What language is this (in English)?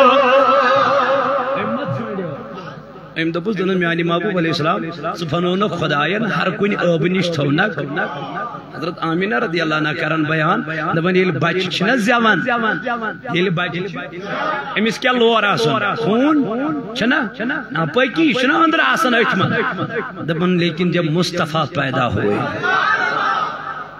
Kashmiri